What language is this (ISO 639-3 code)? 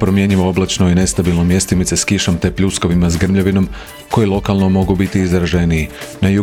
hrv